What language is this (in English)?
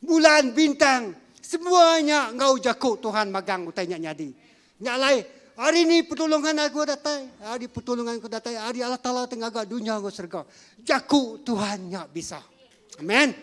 Iban